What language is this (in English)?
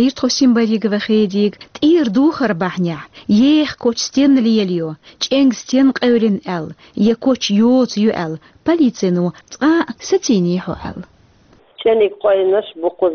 Chechen